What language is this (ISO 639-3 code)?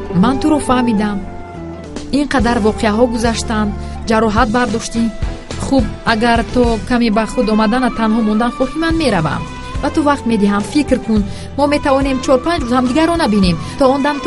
tgk